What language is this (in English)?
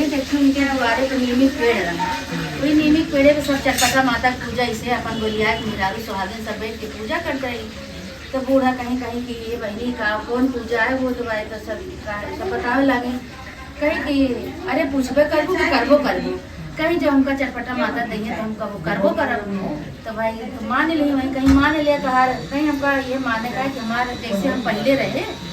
Awadhi